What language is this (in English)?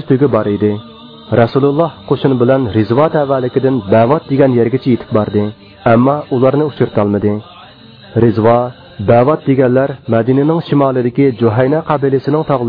Uyghur